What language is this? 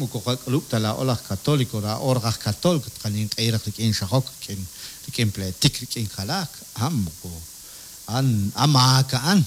Kekchí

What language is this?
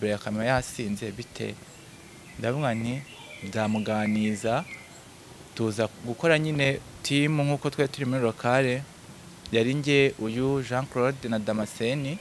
Kinyarwanda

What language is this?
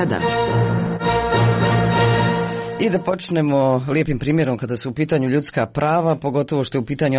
Croatian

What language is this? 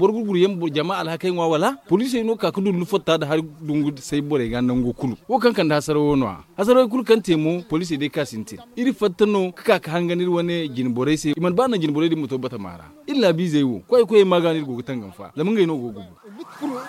Zarma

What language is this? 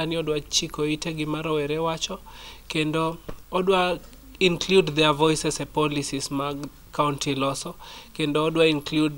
Luo (Kenya and Tanzania)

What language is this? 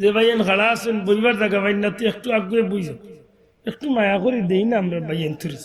Sylheti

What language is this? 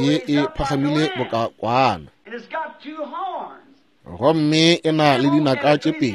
Northern Sotho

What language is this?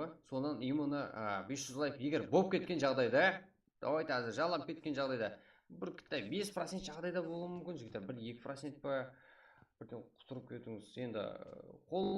Kara-Kalpak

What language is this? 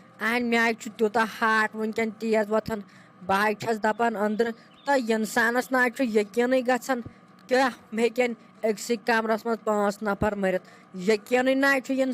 Kashmiri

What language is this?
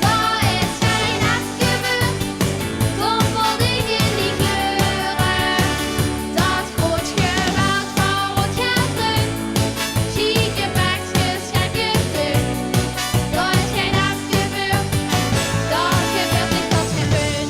Limburgish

